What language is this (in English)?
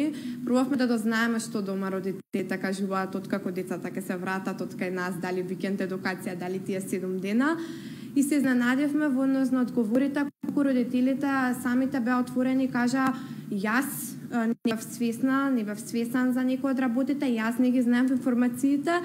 Macedonian